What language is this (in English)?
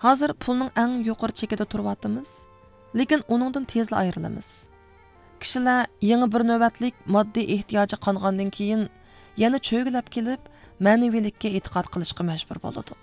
Uyghur